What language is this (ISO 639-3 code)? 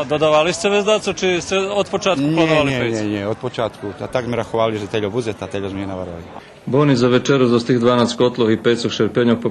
rue